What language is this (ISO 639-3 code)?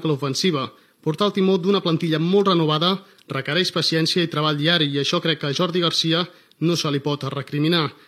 cat